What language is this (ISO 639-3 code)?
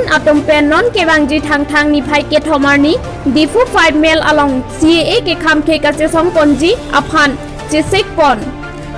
mjw